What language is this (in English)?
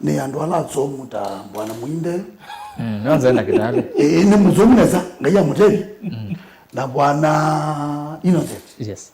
Kamba